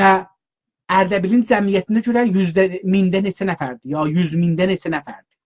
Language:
South Azerbaijani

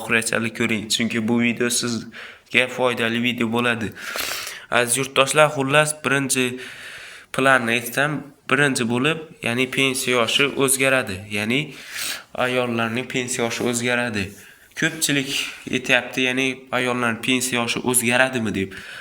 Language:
Uzbek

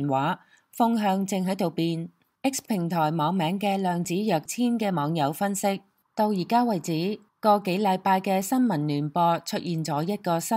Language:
Cantonese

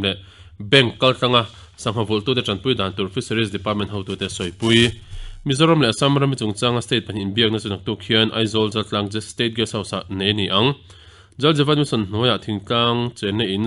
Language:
Mizo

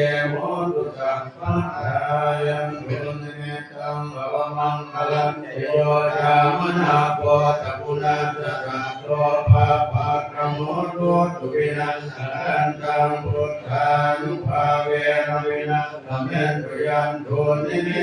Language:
Pali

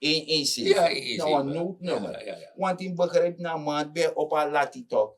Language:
Sranan Tongo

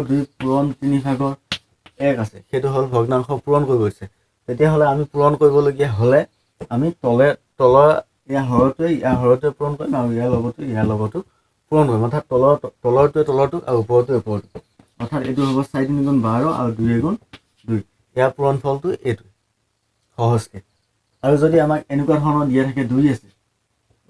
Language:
Assamese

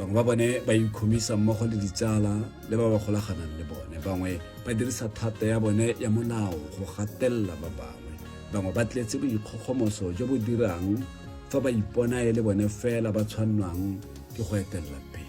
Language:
Tswana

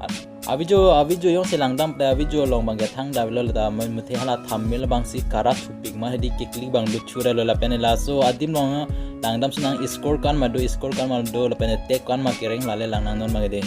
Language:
Karbi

